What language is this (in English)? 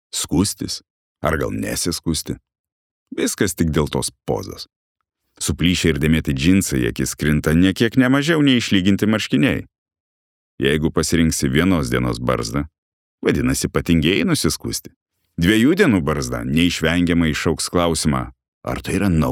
Lithuanian